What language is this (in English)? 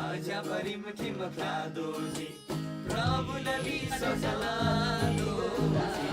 Eastern Tamang